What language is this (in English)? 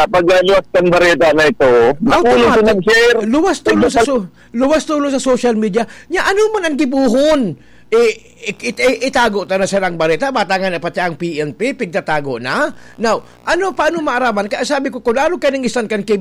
Bikol